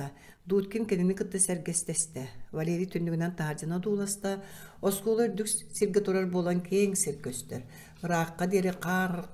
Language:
Yakut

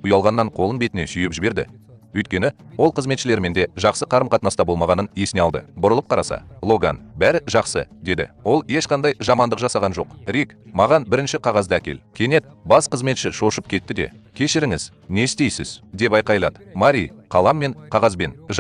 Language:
Kazakh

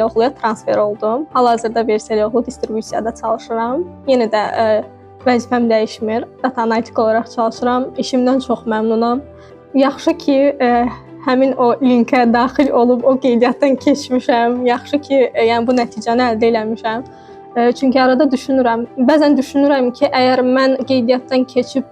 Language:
Azerbaijani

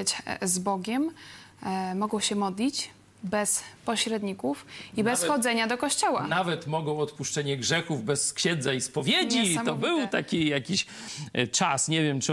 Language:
Polish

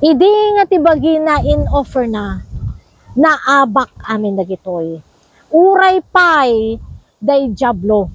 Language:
Iloko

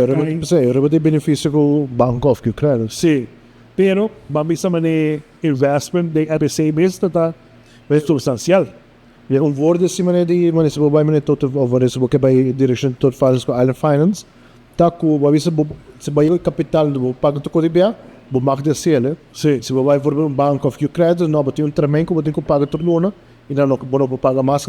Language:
Papiamento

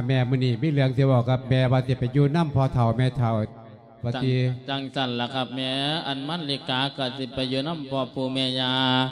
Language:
Lao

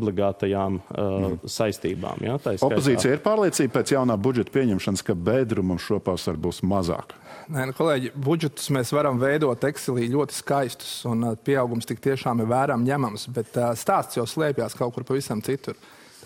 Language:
Latvian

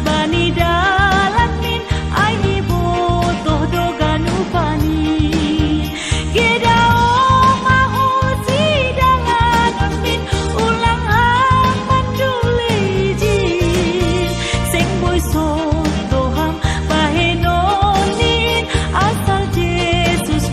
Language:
Batak Simalungun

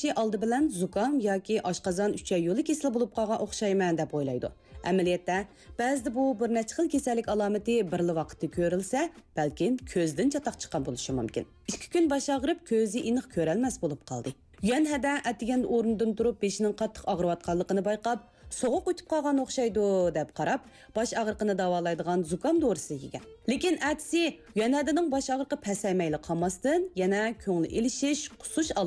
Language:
Uyghur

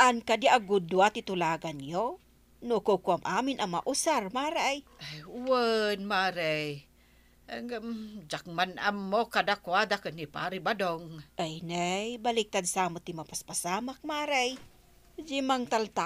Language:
Iloko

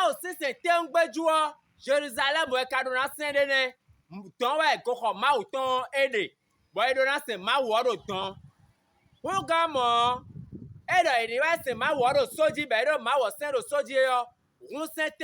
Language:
Fon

